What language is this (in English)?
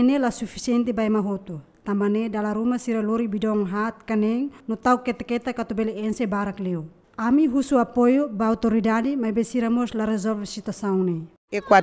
Tetum